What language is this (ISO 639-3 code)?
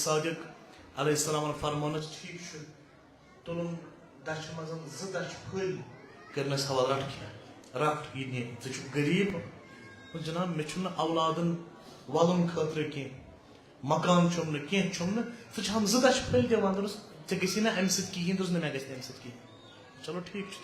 kas